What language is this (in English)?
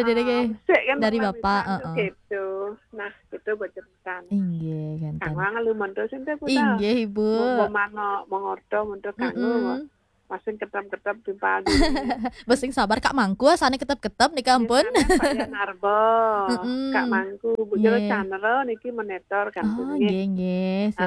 Balinese